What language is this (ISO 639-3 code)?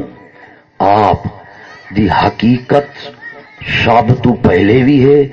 skr